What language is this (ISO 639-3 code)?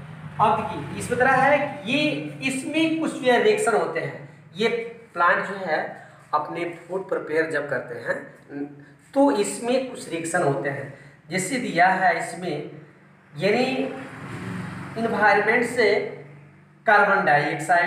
hin